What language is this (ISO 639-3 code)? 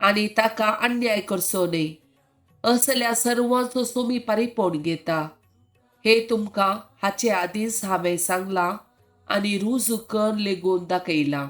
kok